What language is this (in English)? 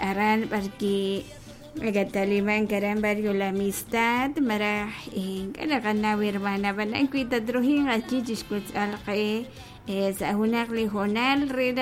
Kekchí